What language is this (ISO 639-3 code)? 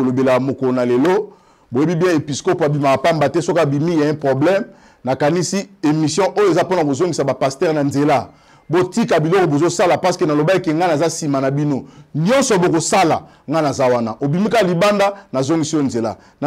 lin